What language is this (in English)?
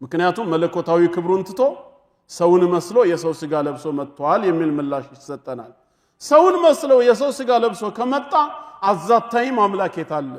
Amharic